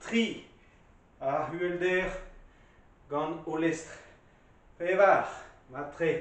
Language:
Breton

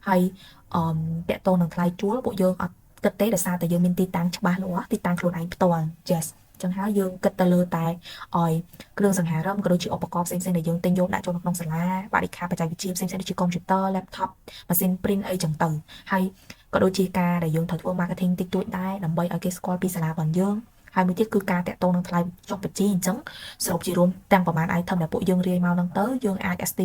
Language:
Khmer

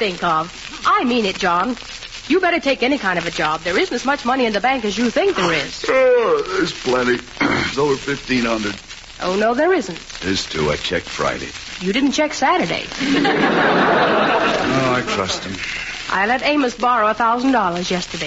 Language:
English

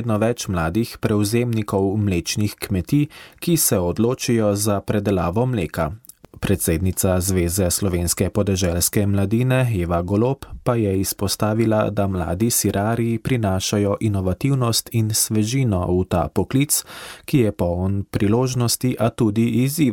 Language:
Slovenian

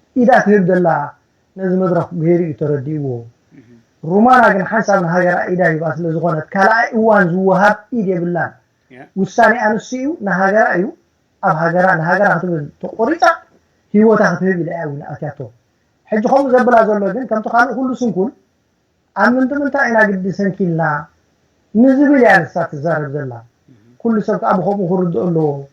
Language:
Tigrinya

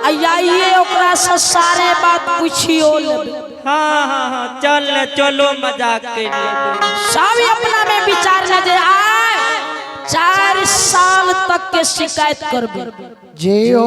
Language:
Maithili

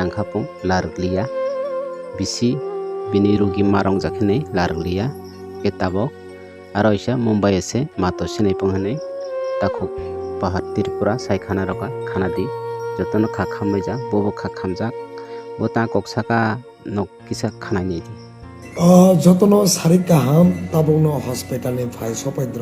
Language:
Kok Borok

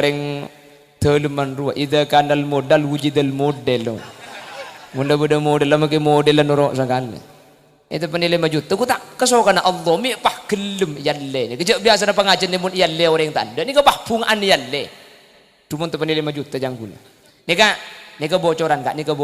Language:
Madurese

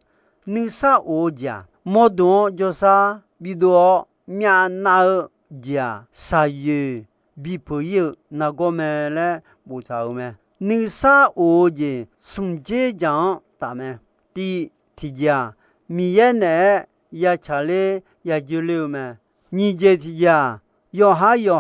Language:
Akha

